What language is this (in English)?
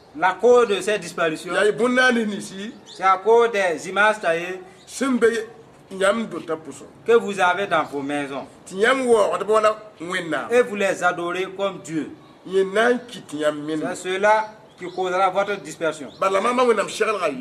Mossi